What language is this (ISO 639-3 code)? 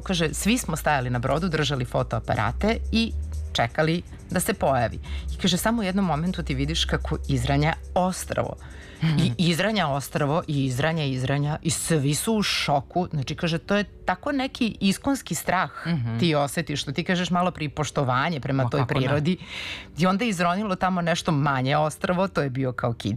srp